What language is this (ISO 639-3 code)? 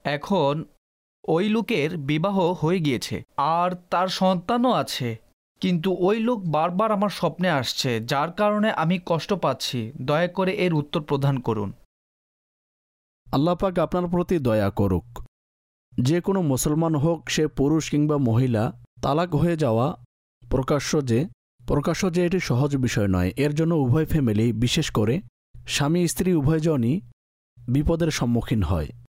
ben